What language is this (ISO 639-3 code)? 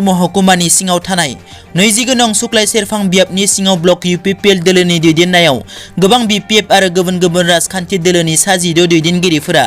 brx